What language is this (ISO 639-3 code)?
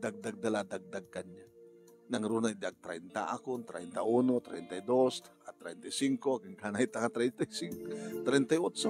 ilo